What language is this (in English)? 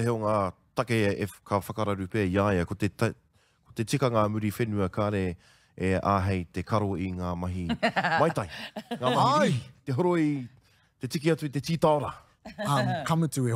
Māori